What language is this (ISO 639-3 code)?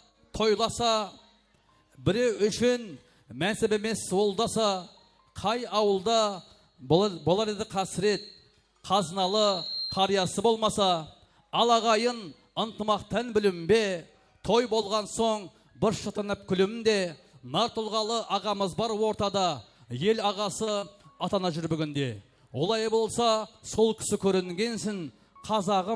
kaa